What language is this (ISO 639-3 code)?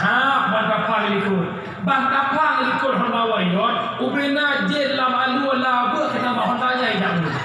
ace